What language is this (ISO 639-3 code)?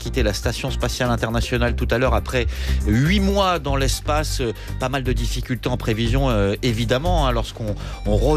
fra